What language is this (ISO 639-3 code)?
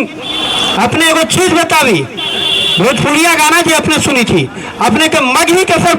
mag